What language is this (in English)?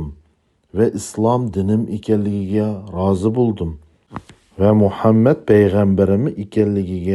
Uyghur